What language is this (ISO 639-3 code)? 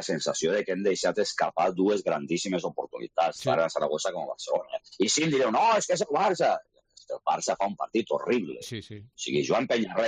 cat